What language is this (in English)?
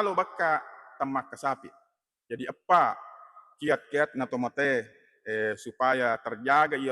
Buginese